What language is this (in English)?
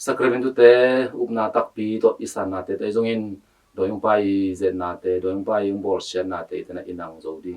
Tedim Chin